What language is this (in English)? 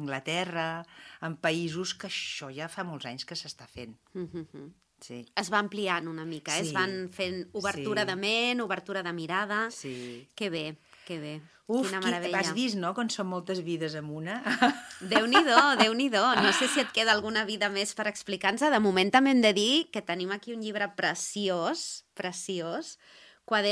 Catalan